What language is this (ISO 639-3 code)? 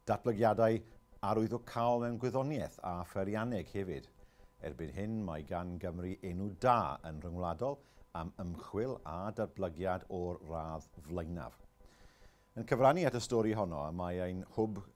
cym